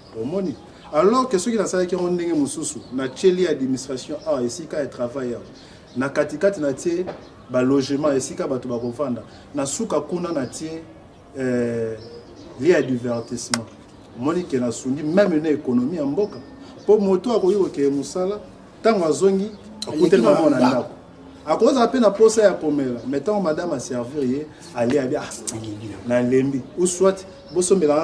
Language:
Lingala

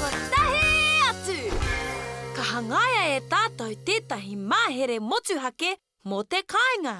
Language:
Māori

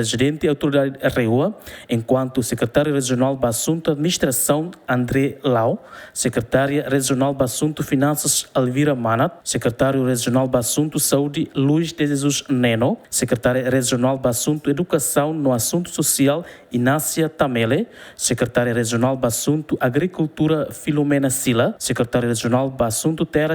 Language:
Tetum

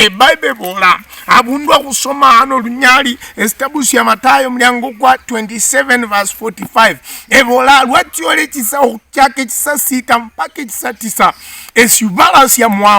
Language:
Luyia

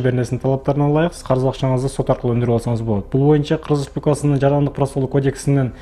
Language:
Kyrgyz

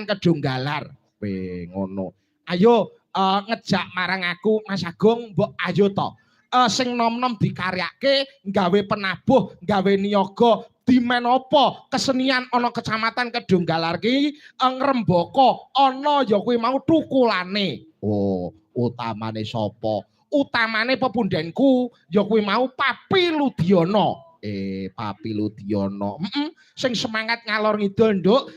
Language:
Javanese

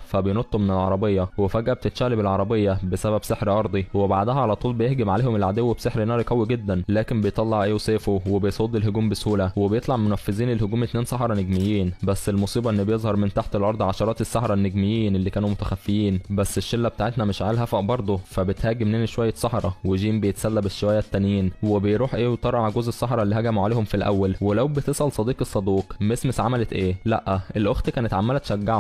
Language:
Egyptian Arabic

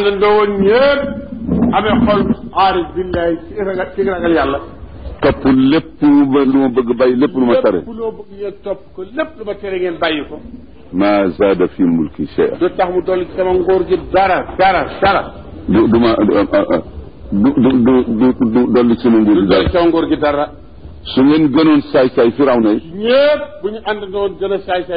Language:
Wolof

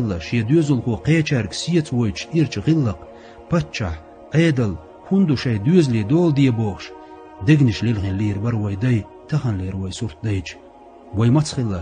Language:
Chechen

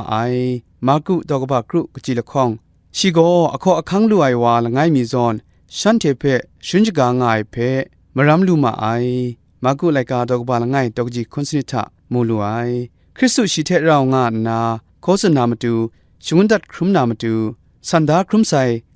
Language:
Kachin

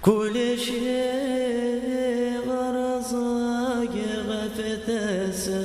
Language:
Kabyle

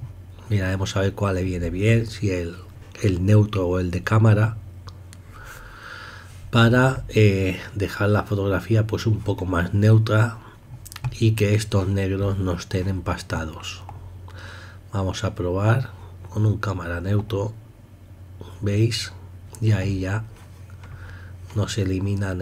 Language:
Spanish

